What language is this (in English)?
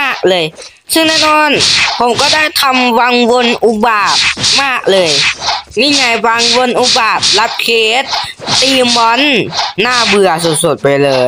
Thai